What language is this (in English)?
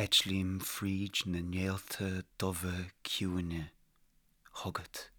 Irish